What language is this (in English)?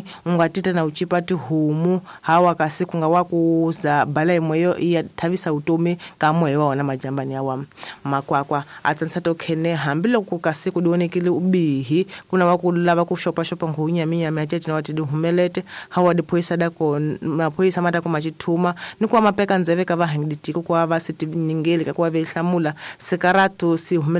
Tsonga